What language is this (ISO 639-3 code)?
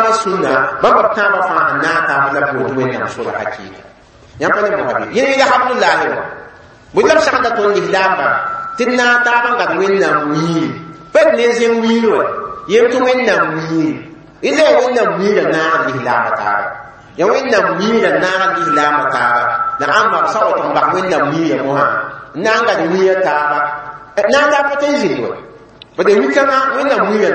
mos